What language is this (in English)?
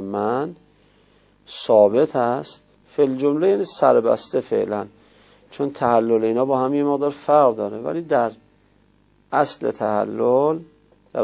Persian